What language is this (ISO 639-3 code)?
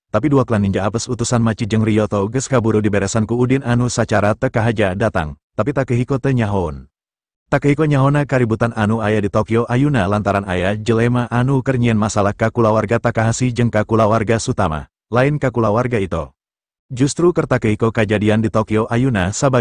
sun